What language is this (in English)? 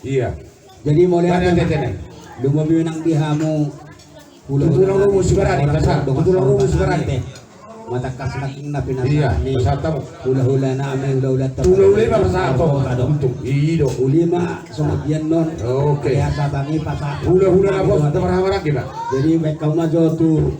Batak Toba